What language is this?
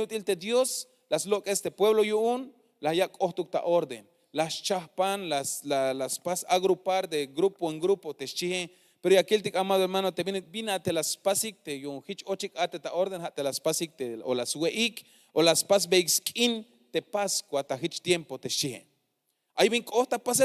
Tzeltal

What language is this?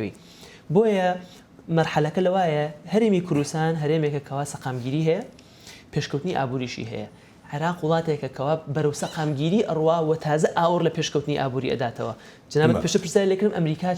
Central Kurdish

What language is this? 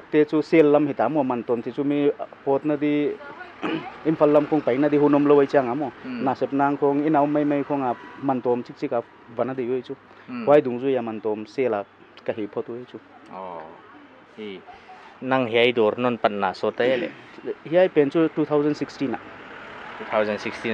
Paite Chin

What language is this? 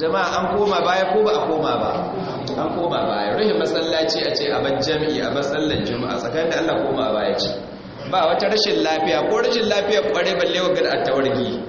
Hausa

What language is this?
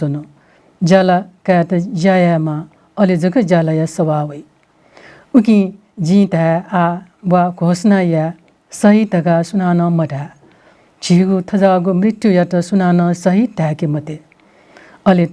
Newari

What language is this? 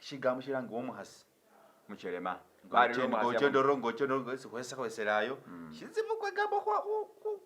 Masaaba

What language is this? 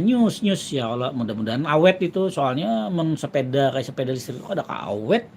Banjar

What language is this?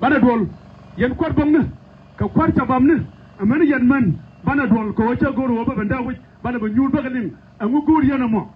Nuer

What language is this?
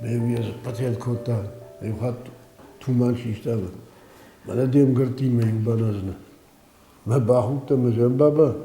Ossetic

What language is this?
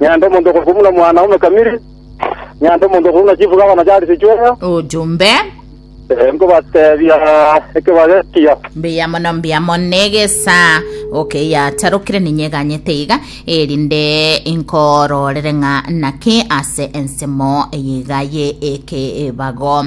Gusii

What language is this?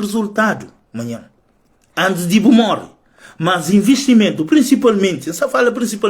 Kabuverdianu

